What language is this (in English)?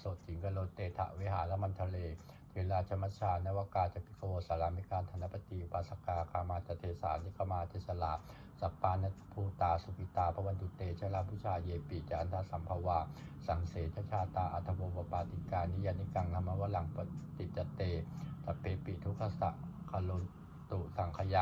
Pali